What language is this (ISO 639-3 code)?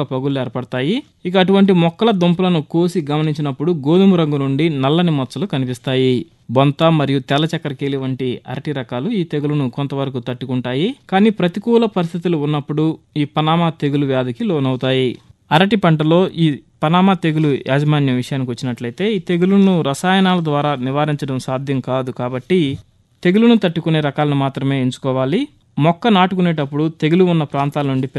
tel